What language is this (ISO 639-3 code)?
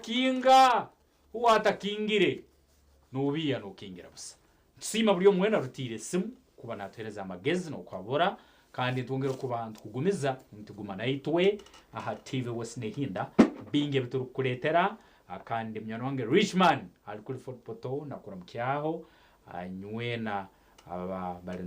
nyn